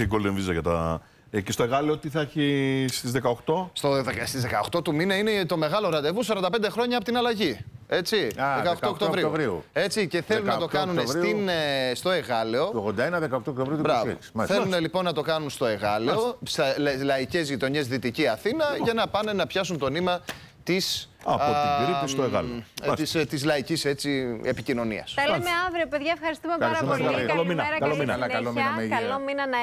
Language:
Greek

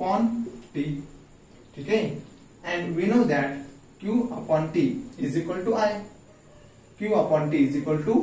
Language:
Marathi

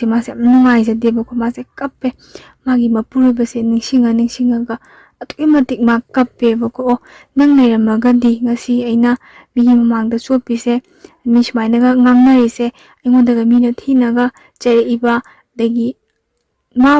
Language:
Manipuri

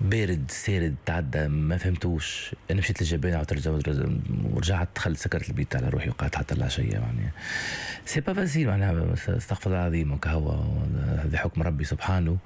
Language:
Tunisian Arabic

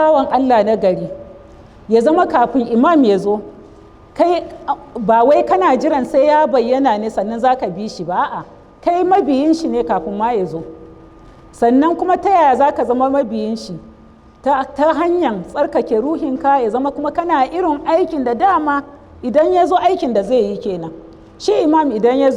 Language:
Hausa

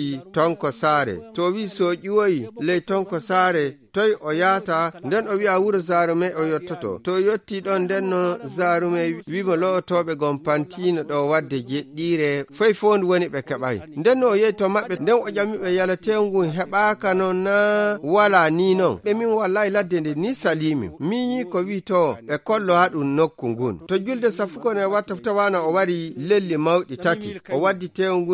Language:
Fula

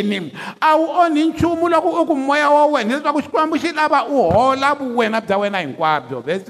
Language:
Tsonga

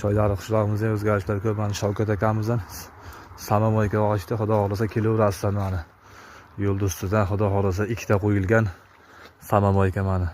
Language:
Uzbek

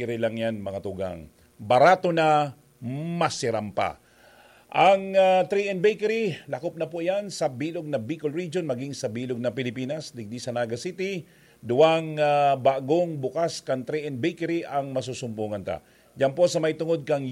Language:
Bikol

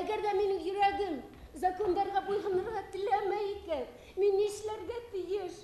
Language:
Bashkir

